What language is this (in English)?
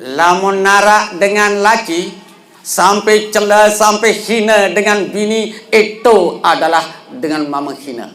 Sasak